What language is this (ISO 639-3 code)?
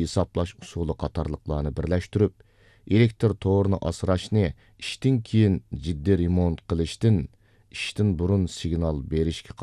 uig